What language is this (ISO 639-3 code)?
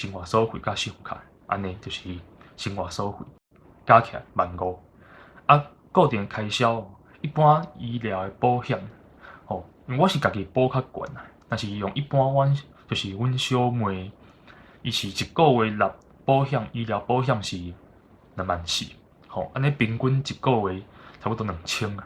nan